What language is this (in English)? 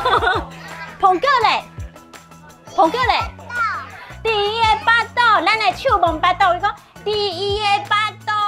Min Nan Chinese